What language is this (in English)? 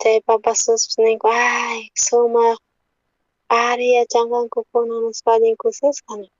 South Bolivian Quechua